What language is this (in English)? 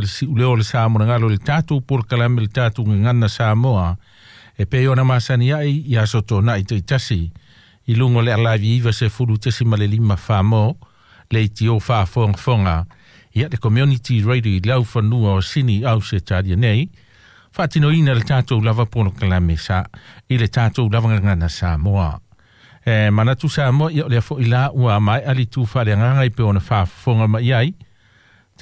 Samoan